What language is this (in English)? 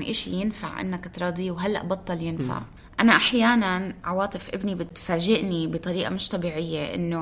North Levantine Arabic